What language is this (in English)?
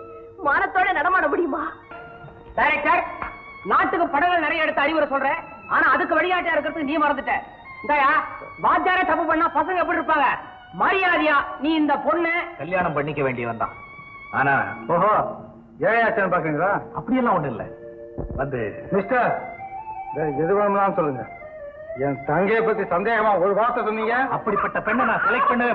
Tamil